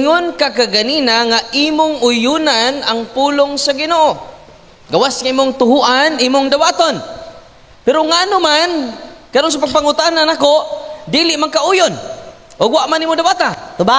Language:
Cebuano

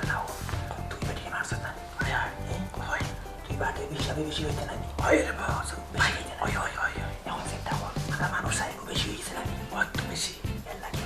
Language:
Sylheti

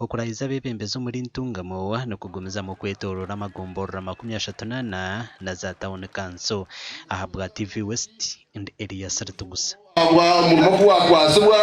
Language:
Nyankole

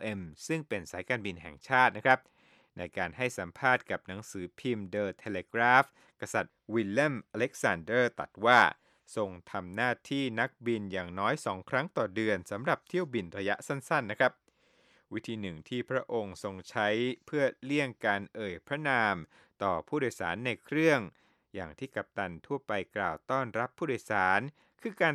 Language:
Thai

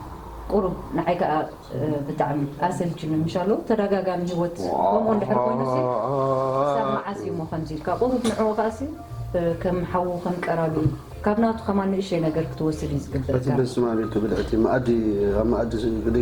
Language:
Tigrinya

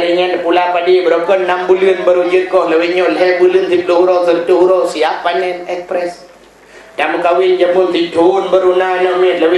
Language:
Achinese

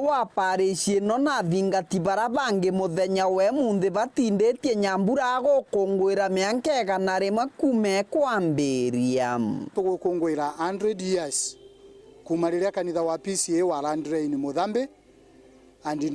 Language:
Meru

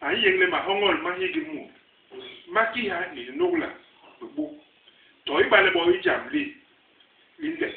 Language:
Basaa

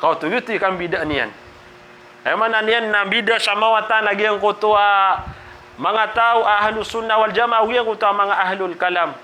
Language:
Maranao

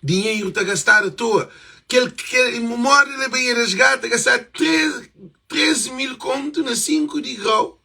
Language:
Kabuverdianu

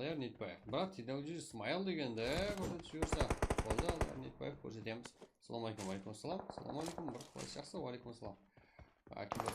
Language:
Kara-Kalpak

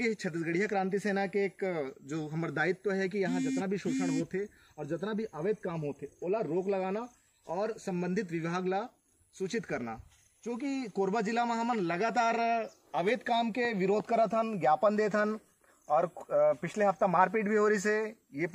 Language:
Chhattisgarhi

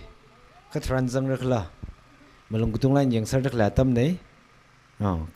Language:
Tangkhul Naga (India)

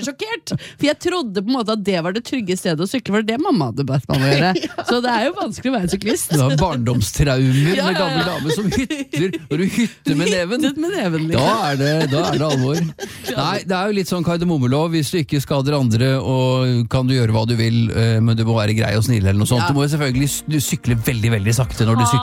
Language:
Norwegian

